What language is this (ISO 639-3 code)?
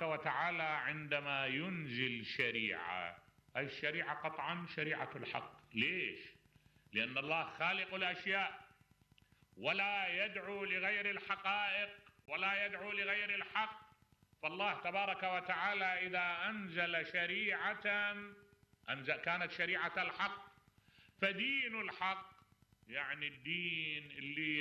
acm